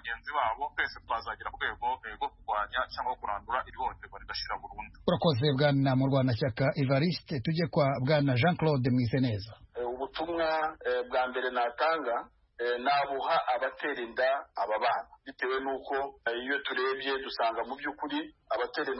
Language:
Kinyarwanda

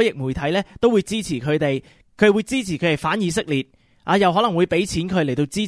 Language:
Cantonese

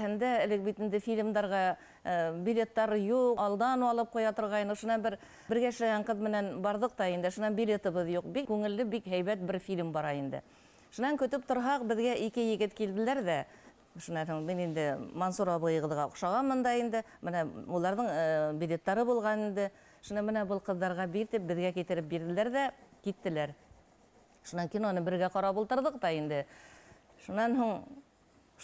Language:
Bashkir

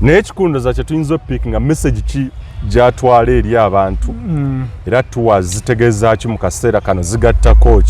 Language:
Ganda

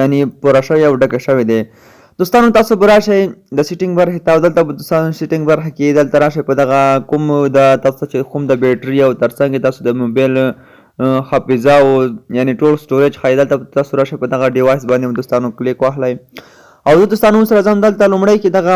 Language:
Pashto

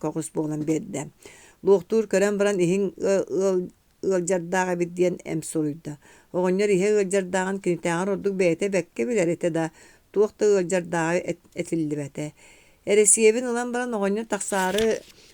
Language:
Yakut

